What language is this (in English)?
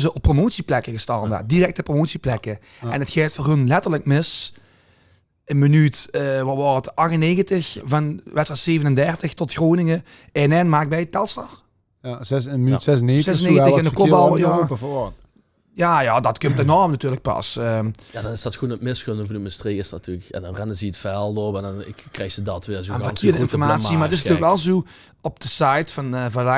Limburgish